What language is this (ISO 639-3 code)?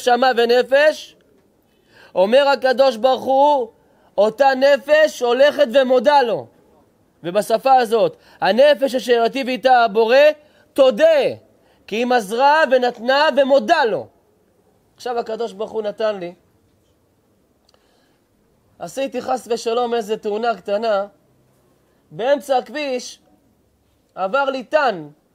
heb